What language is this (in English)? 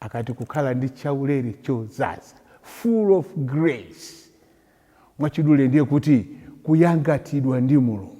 Nyanja